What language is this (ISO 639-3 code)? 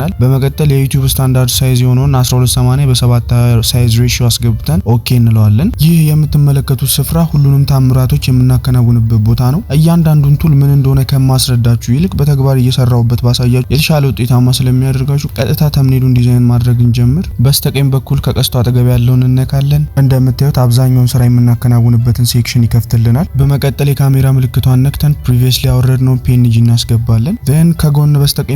amh